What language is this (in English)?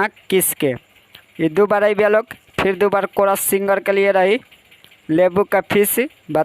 Bhojpuri